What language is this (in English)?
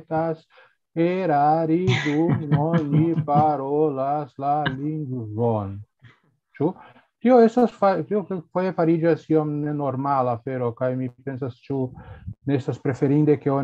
Esperanto